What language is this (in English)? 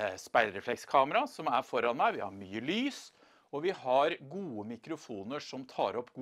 Norwegian